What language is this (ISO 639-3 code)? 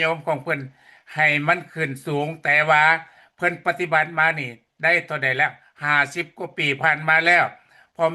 lao